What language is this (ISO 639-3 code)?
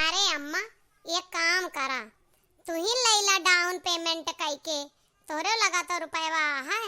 awa